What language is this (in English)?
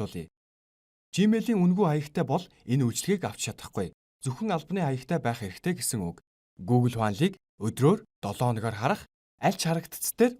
Mongolian